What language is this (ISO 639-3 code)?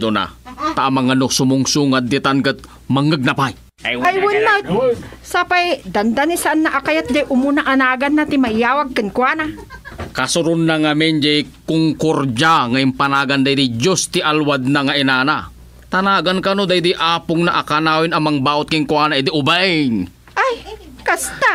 ilo